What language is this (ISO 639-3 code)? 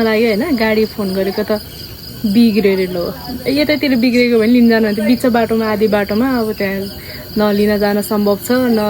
nep